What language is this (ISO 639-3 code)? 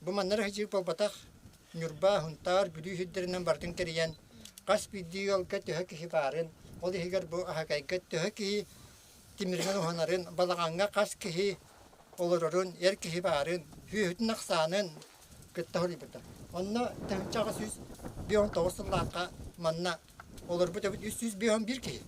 sah